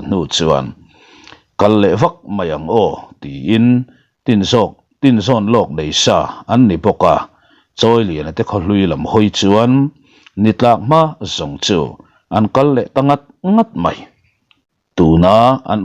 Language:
Mizo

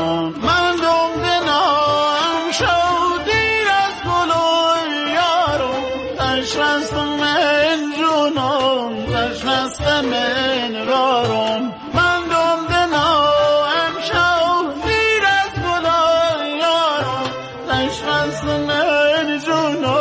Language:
Persian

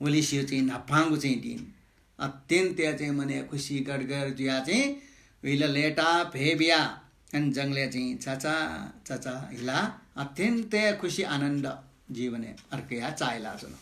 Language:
Newari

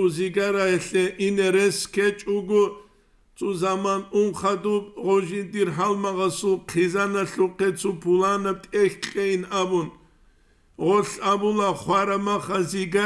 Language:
Avaric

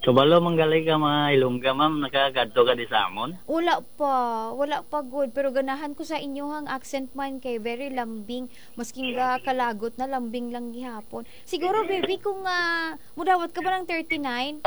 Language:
Cebuano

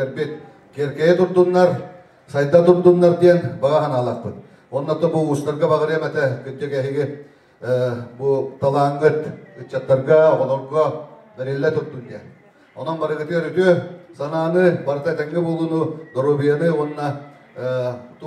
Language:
Yakut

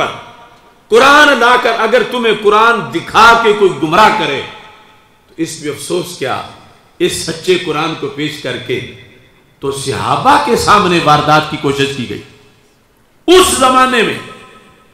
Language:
Urdu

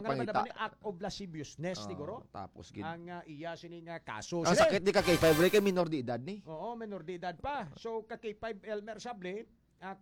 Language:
Hiligaynon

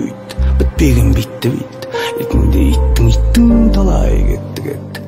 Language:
Kazakh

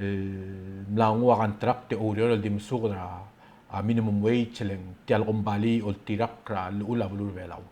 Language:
Palauan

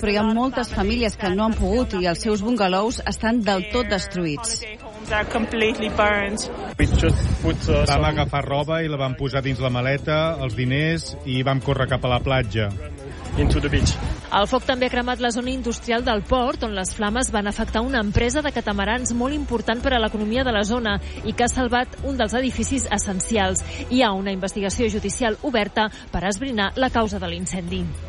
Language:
Catalan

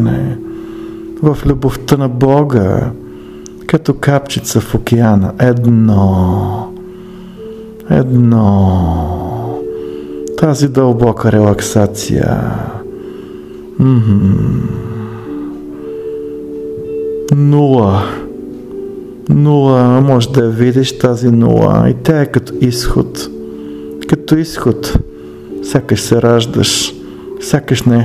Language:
Bulgarian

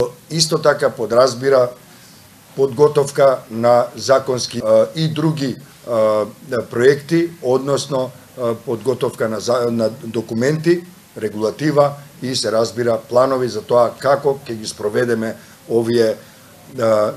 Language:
Macedonian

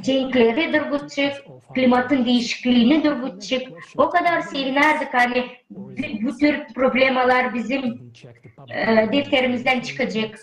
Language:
Gagauz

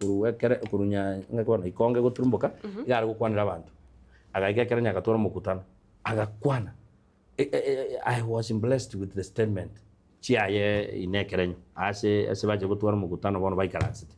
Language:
Gusii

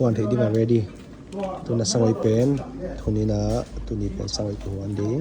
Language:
Tedim Chin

